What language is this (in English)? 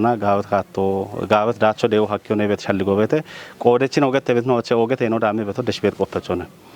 Kafa